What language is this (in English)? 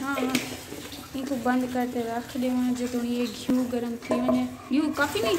Saraiki